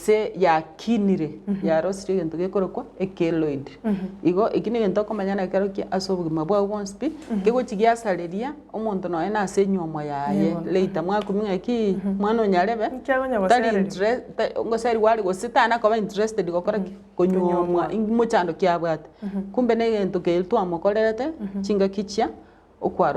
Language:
Gusii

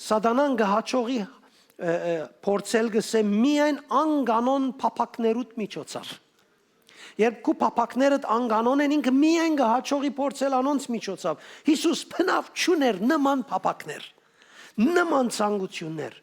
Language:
Western Armenian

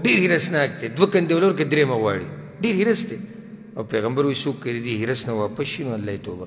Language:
Pashto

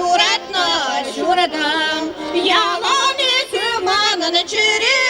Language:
Chuvash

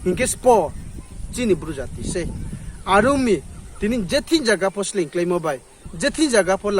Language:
Riang (India)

